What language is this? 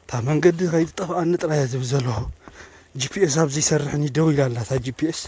Tigrinya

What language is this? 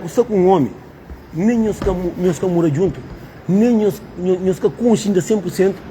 Kabuverdianu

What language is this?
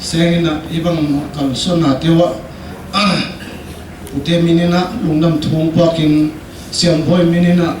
Paite Chin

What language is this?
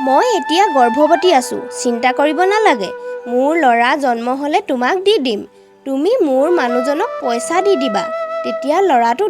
Assamese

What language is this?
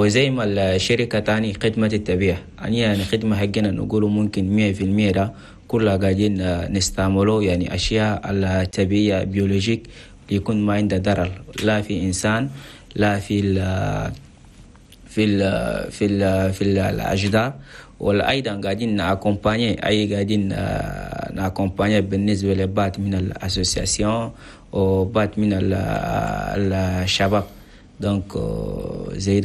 Chadian Arabic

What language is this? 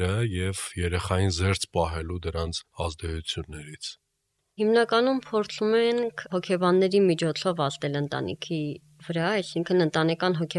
Armenian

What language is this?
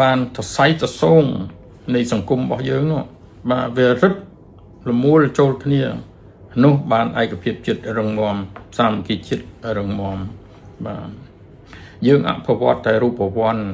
Khmer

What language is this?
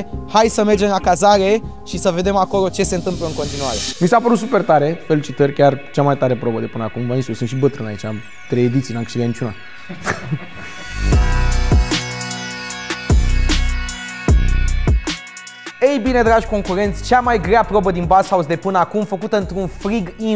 Romanian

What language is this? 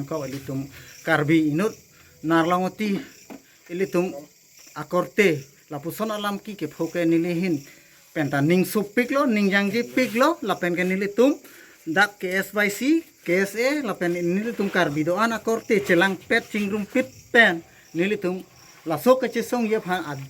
Karbi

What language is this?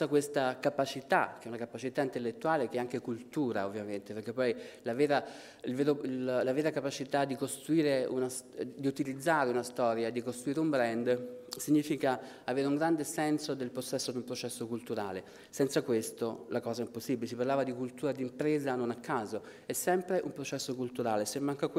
Italian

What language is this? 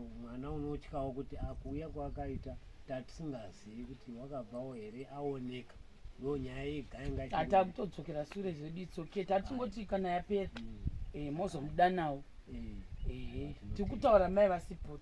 Shona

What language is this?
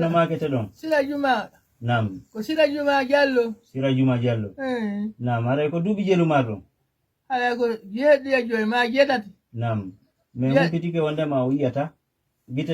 Fula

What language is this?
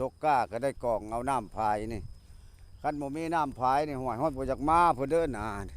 Lao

